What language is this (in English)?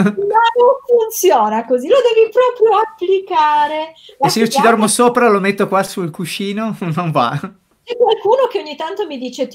Italian